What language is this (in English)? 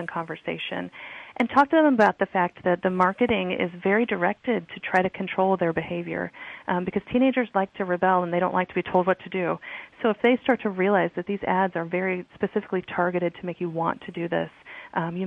English